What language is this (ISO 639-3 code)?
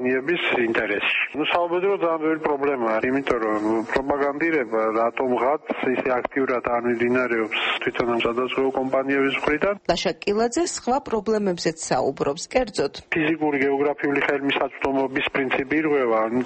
kat